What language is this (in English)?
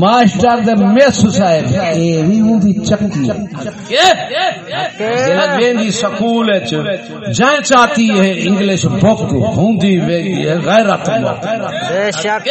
Saraiki